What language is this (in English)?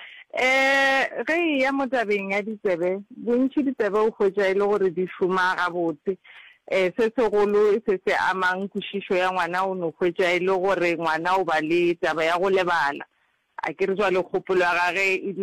Northern Sotho